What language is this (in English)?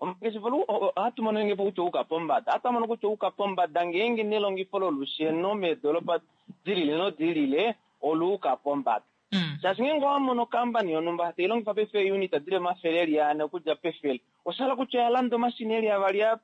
Kuanyama